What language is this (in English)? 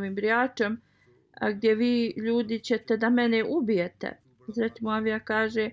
Bosnian